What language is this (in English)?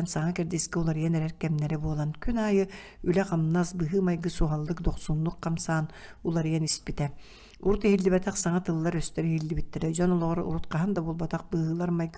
Yakut